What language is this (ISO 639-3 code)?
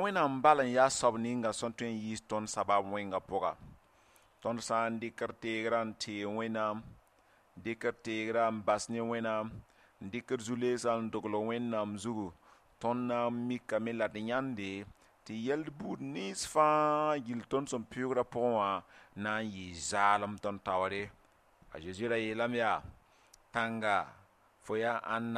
mos